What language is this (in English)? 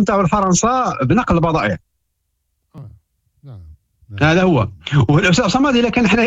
Moroccan Arabic